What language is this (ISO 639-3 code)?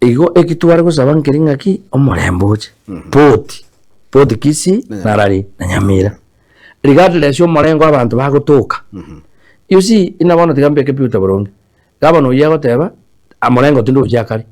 guz